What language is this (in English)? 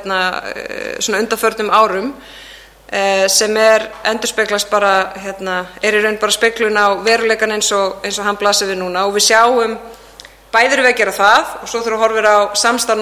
Icelandic